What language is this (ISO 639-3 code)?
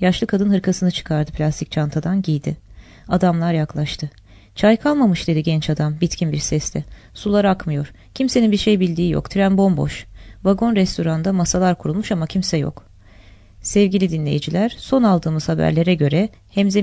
tur